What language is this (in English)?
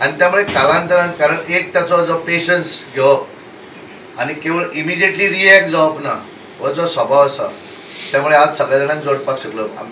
Konkani